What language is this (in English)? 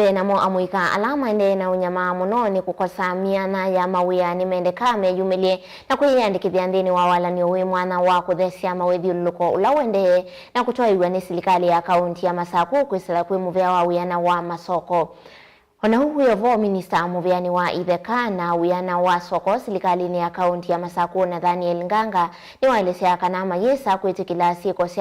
Kamba